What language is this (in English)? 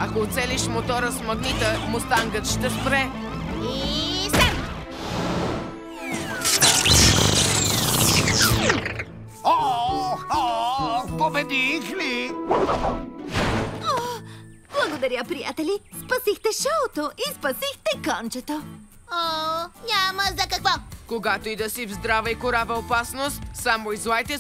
Bulgarian